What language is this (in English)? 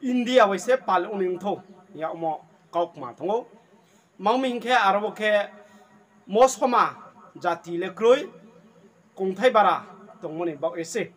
Riang (India)